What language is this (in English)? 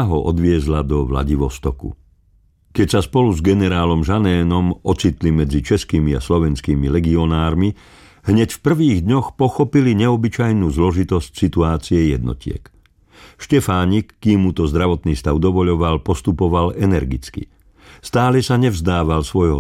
Slovak